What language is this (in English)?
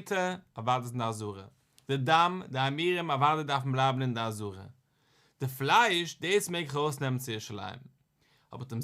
Yiddish